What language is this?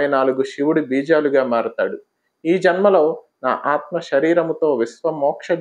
Telugu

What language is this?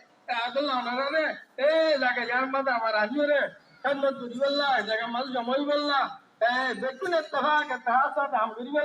Rohingya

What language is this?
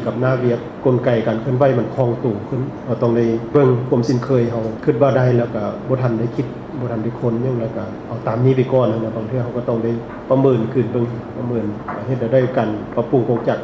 Lao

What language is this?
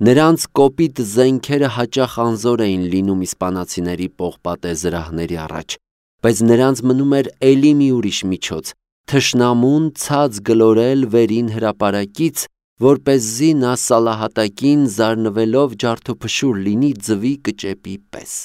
Armenian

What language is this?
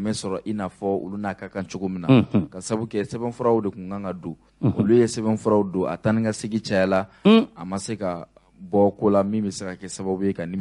Bambara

